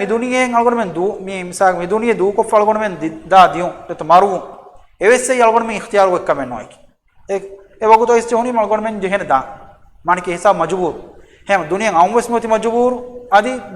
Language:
Divehi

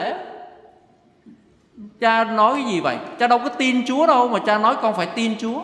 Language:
Vietnamese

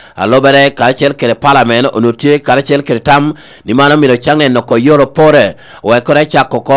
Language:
Lango (Uganda)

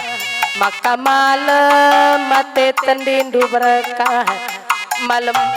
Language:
Batak Karo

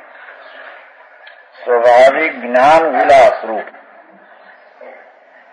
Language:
Gujarati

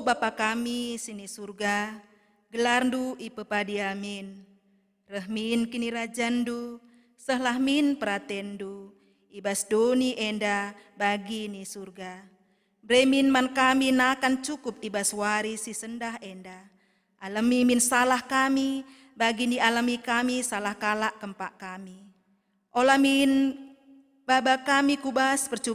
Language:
Batak Karo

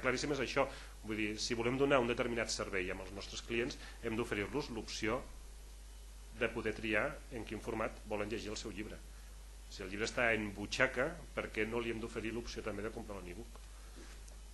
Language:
Catalan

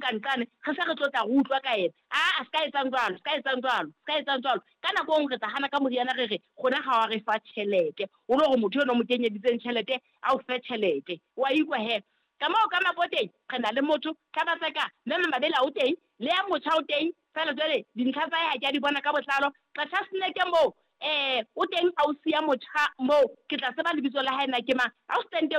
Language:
Southern Sotho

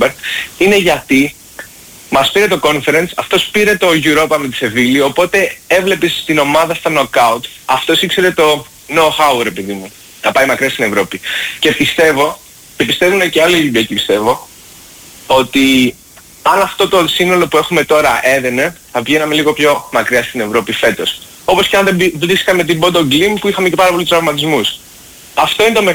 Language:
Greek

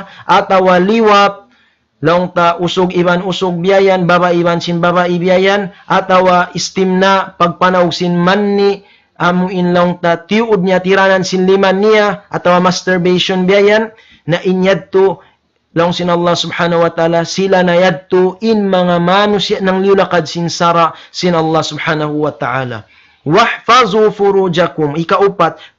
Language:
Tausug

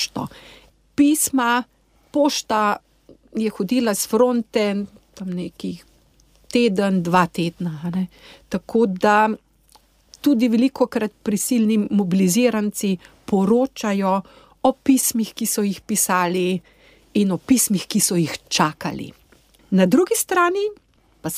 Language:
Slovenian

